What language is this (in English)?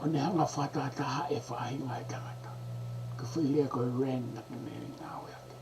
Tongan